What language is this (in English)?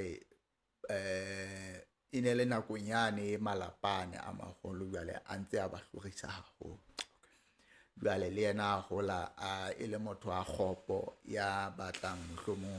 Southern Sotho